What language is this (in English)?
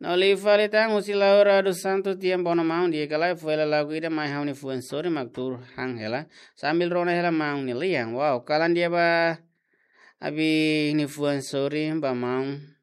Tetum